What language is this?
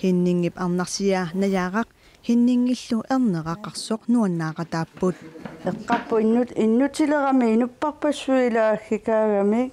Kalaallisut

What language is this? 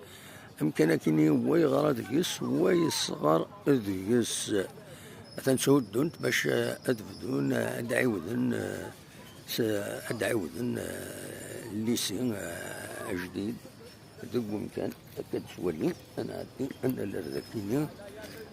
Kabyle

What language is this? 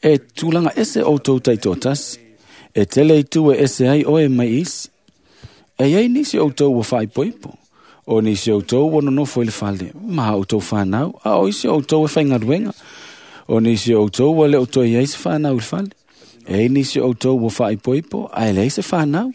Samoan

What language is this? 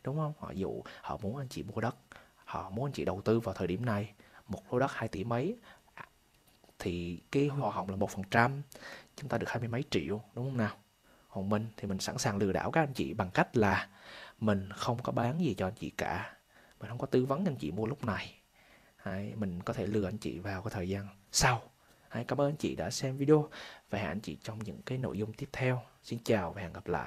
Vietnamese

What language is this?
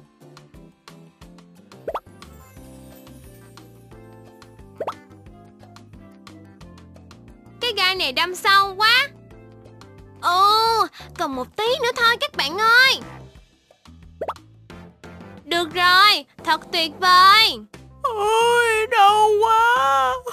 Vietnamese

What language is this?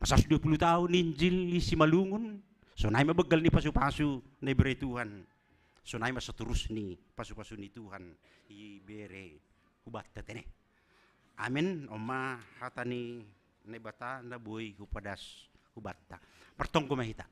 Batak Simalungun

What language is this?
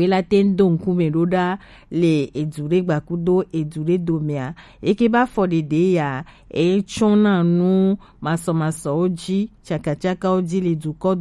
Gen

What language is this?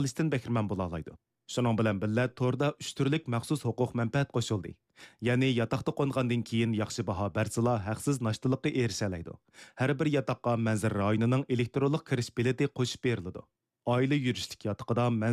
Uyghur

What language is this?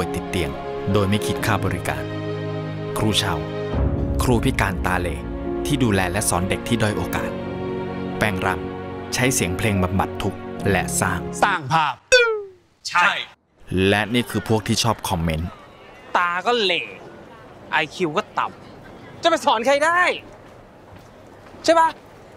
Thai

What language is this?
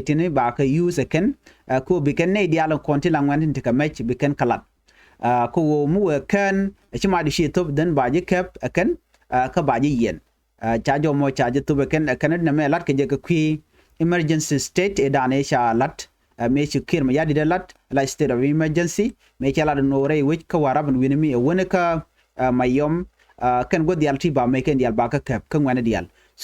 Nuer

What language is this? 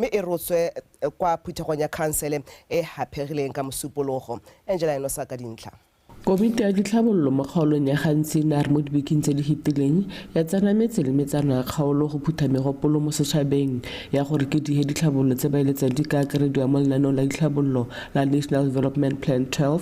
Tswana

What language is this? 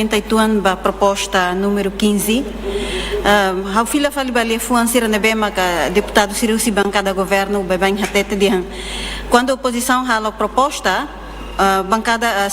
Tetum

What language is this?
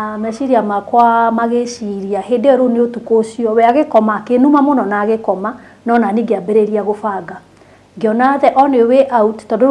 Kikuyu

